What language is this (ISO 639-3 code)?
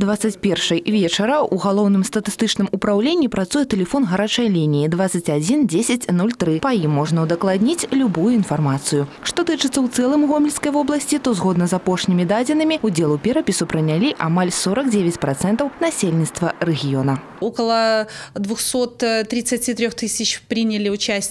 bel